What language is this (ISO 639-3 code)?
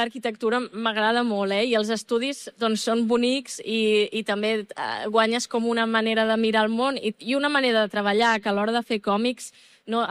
cat